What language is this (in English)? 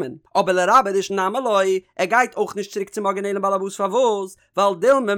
Yiddish